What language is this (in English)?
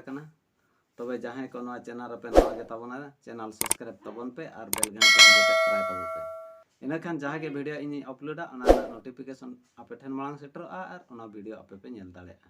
Santali